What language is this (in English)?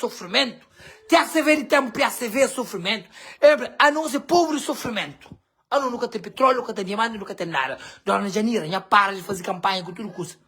Kabuverdianu